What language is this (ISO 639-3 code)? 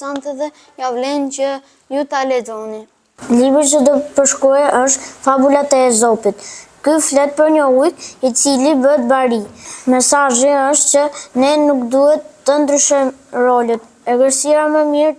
sqi